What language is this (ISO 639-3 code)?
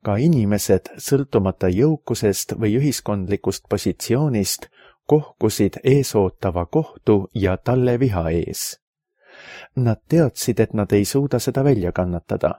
est